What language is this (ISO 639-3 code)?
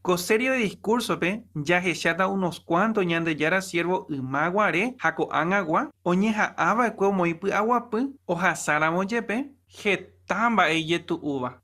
grn